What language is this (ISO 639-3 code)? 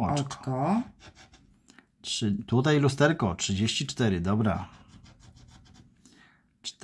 pol